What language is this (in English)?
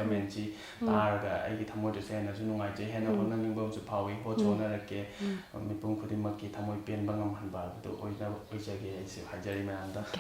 Manipuri